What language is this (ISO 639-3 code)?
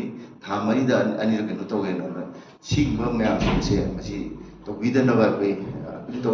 mni